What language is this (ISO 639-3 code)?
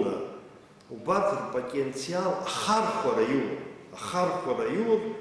abk